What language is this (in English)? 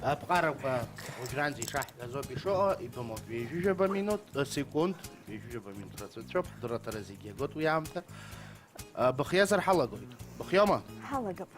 Abkhazian